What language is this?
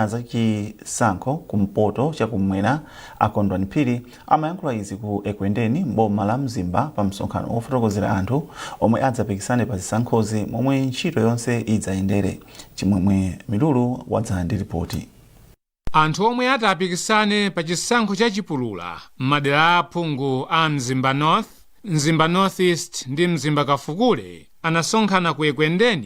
Nyanja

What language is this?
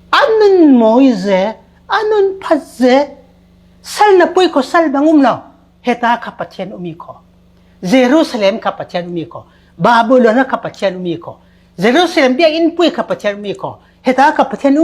Falam Chin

